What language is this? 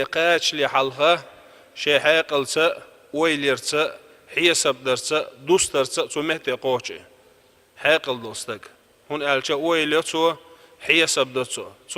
Chechen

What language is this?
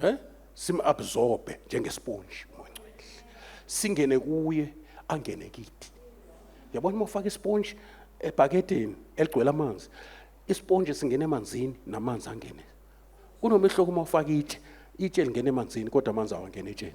Zulu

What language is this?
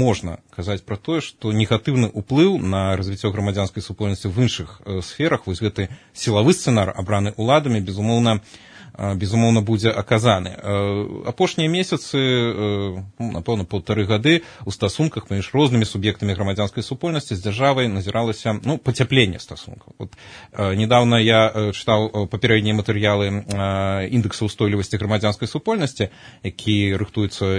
Belarusian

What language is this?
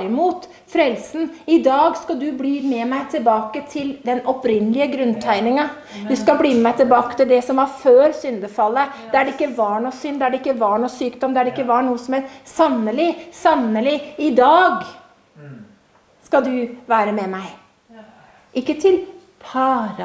Norwegian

